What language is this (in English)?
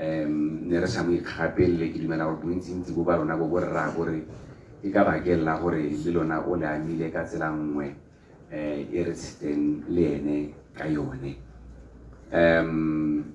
Tswana